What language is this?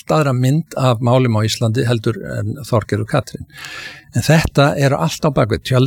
Icelandic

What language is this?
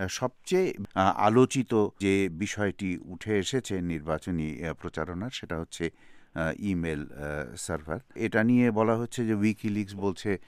Bangla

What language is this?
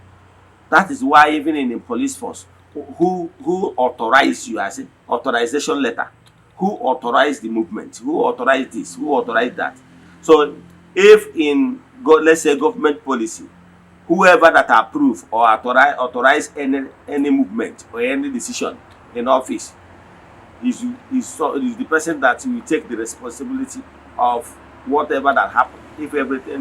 Igbo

